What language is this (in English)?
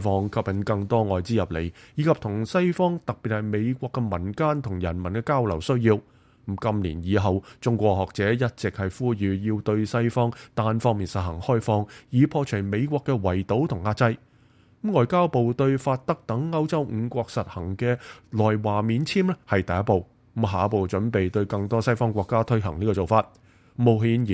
Cantonese